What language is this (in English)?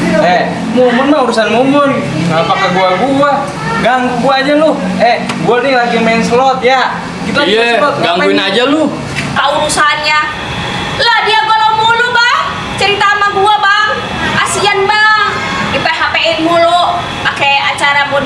Betawi